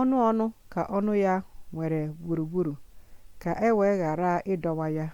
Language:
Igbo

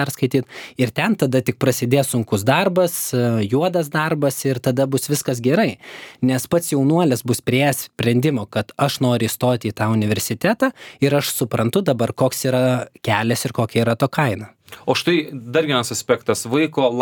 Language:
Lithuanian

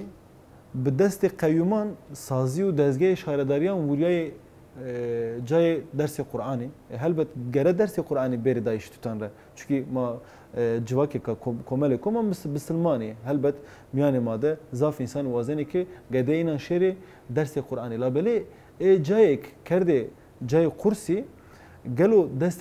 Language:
Zaza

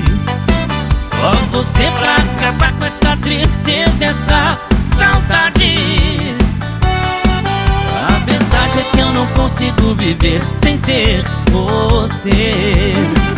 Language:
Portuguese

